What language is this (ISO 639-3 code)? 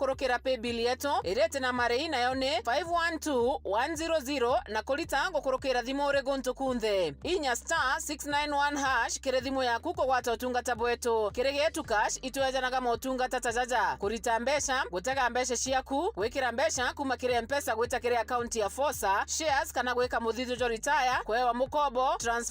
mer